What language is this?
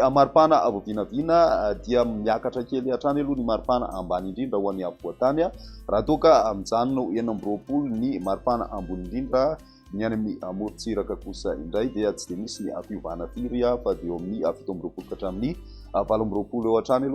Malagasy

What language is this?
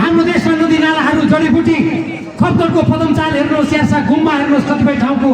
Nepali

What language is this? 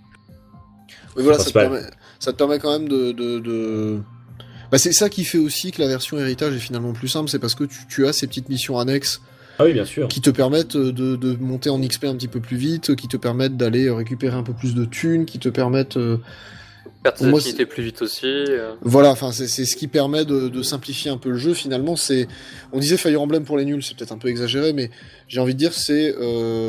French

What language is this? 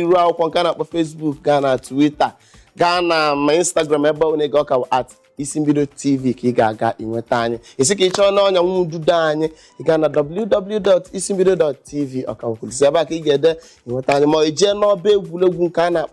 Igbo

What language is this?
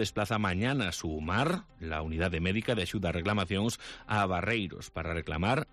Galician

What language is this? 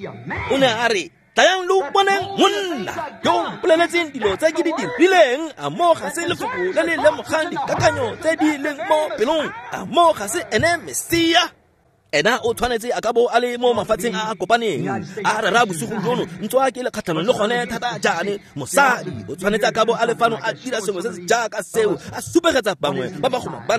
Tswana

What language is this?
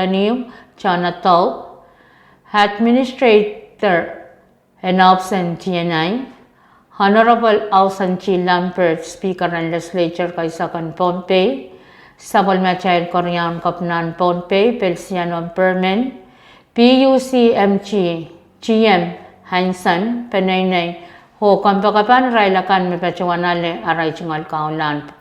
Pohnpeian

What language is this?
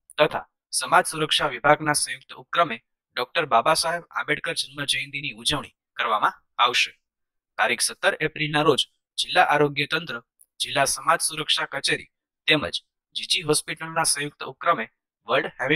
Gujarati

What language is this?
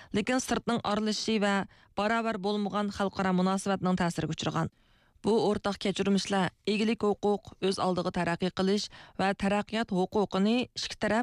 Uyghur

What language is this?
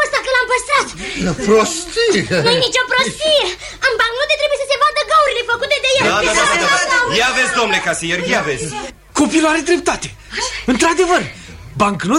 Romanian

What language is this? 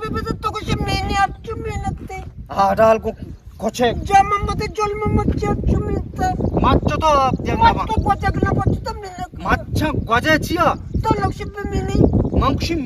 Eastern Balochi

